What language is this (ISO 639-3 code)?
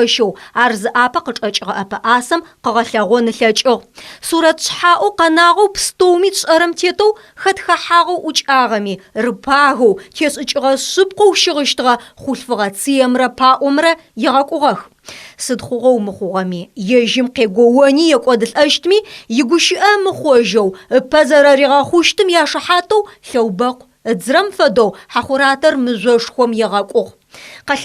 ady